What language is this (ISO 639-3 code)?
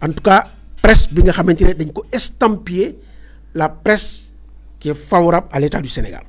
wol